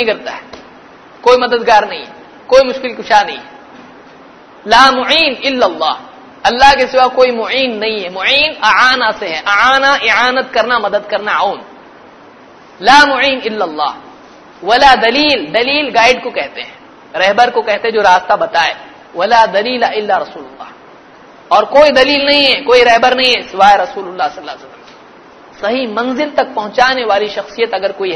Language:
Urdu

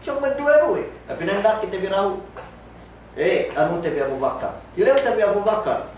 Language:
Yakan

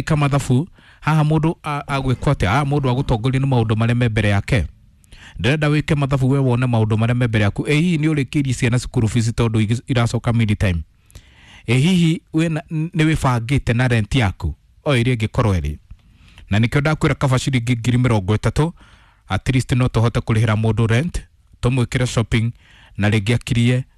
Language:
Kikuyu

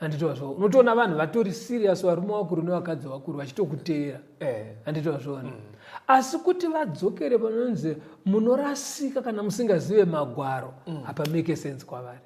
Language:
Shona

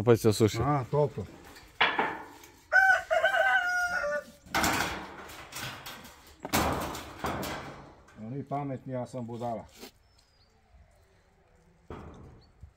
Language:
Serbian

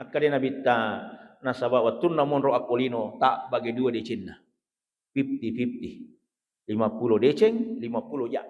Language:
Buginese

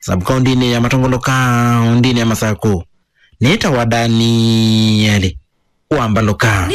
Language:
Kamba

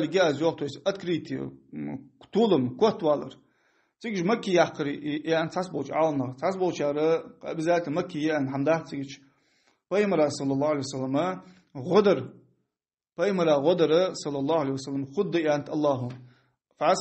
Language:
Ingush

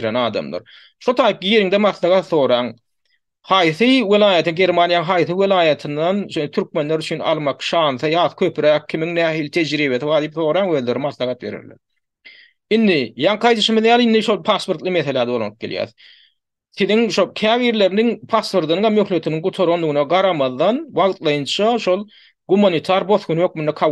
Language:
Turkmen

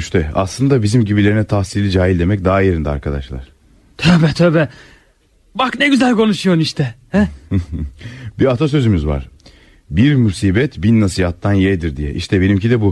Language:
Turkish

